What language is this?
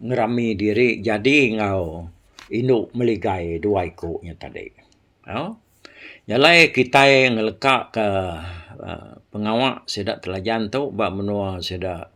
Iban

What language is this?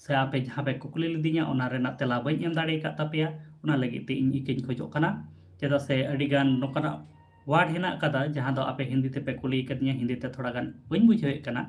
Santali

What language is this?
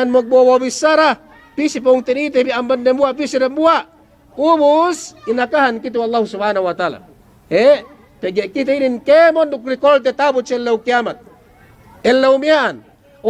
Yakan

